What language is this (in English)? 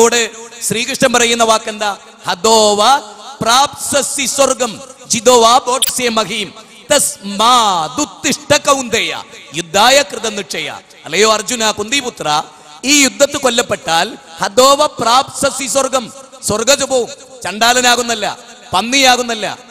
Malayalam